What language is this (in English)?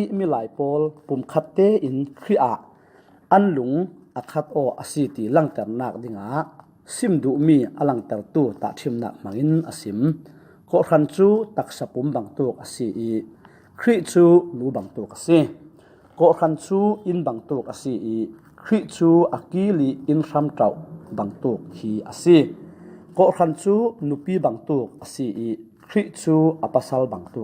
Falam Chin